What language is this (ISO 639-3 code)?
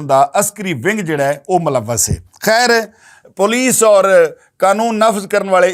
lah